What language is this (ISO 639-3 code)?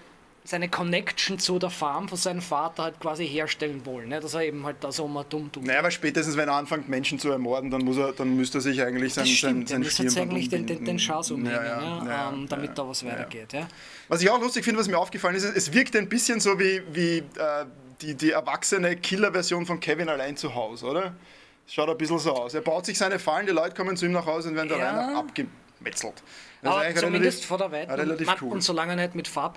bar